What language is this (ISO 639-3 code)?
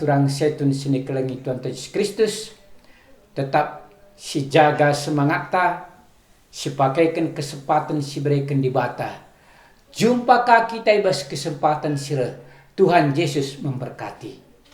btx